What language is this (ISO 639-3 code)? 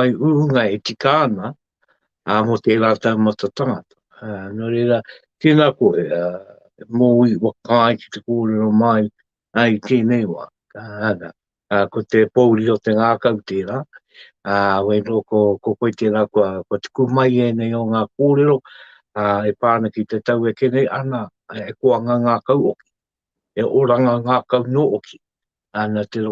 mri